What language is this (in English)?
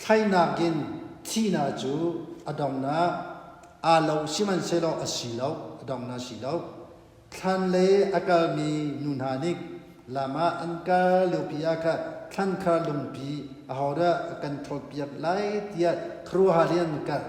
Hakha Chin